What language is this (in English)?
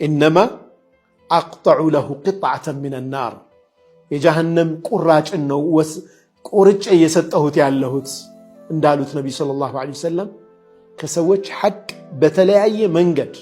Amharic